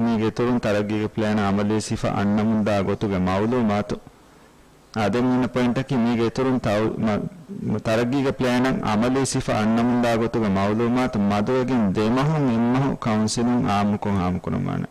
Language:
Divehi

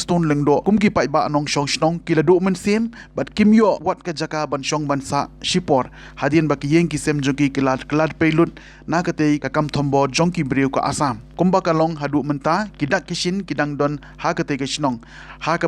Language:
Khasi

